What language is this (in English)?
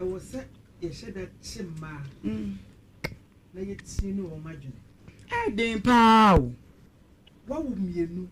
Akan